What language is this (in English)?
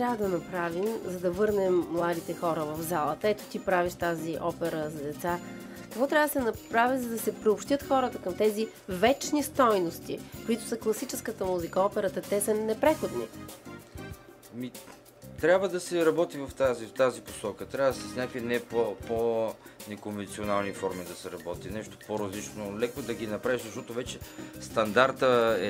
Bulgarian